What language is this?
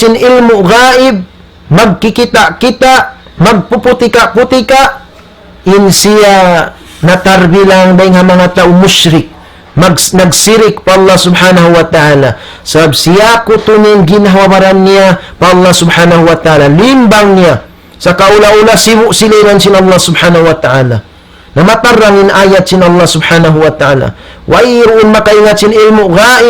Tausug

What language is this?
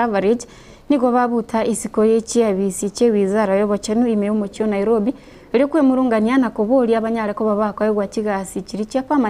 Gusii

